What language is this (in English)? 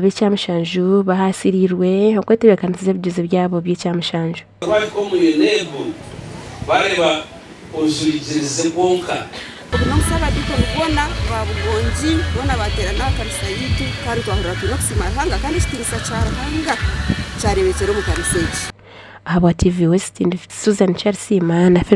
Nyankole